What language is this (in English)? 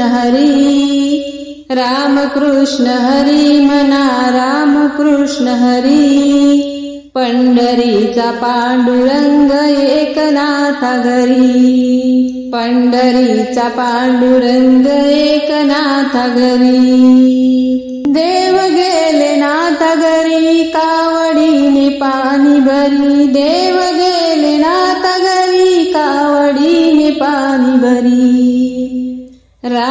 Marathi